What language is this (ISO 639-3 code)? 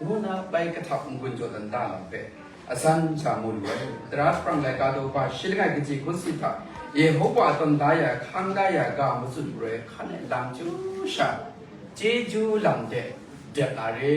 kac